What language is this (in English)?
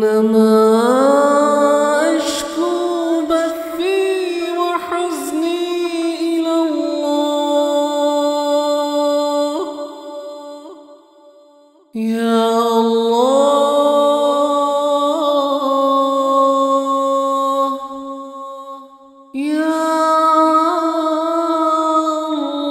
Arabic